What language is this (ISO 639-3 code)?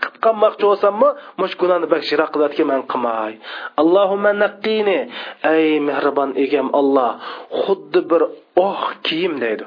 uig